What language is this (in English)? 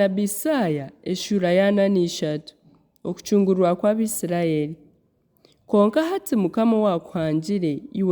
Nyankole